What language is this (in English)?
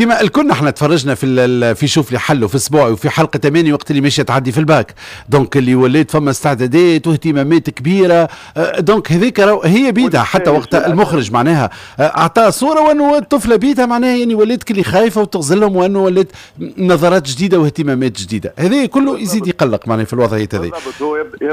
Tunisian Arabic